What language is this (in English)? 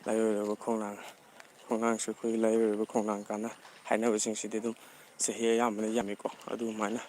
Manipuri